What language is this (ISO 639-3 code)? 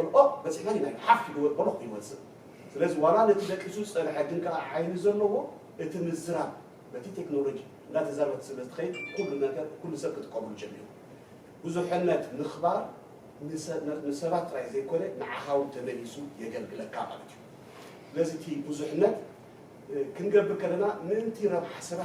tir